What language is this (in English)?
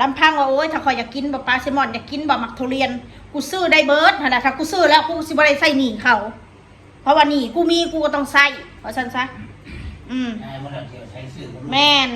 Northeastern Thai